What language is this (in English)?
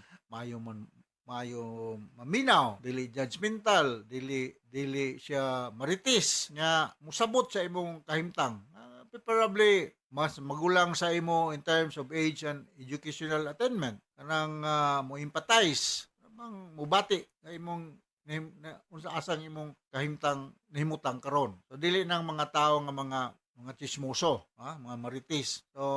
Cebuano